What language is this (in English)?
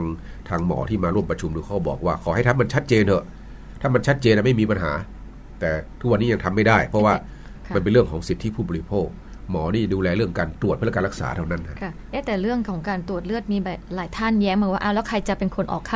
Thai